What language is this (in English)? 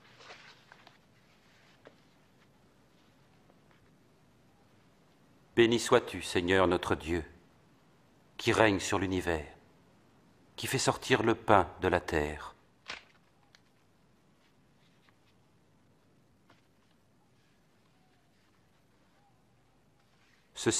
French